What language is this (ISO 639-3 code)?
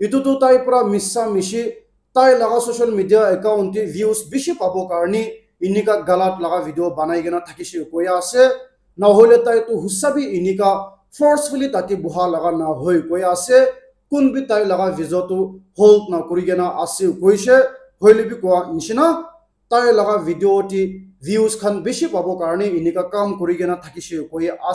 nag